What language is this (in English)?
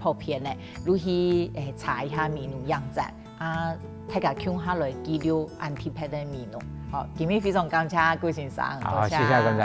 Hakka Chinese